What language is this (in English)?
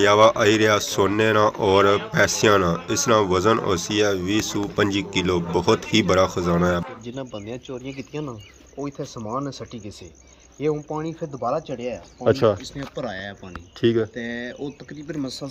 Pahari-Potwari